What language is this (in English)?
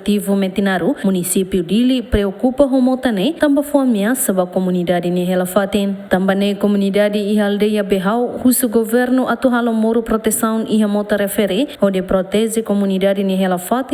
Tetum